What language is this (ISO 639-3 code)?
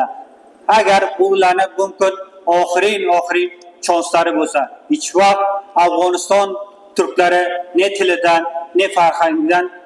uzb